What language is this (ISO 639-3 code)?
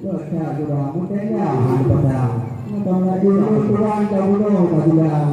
ace